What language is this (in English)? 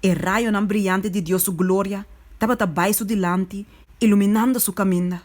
Papiamento